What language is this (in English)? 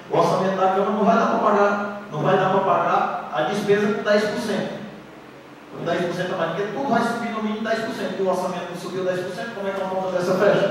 Portuguese